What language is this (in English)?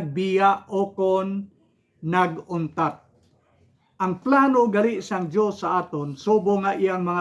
Hiligaynon